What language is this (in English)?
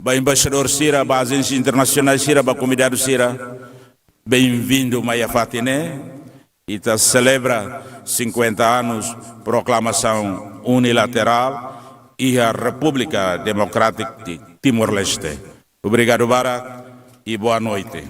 Tetum